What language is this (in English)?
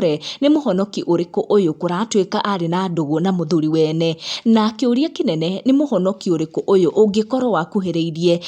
Kikuyu